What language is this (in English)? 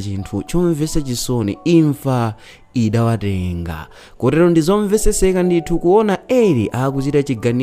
Nyanja